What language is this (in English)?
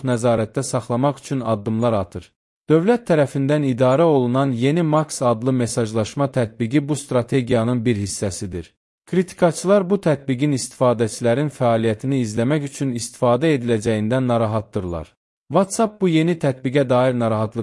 Azerbaijani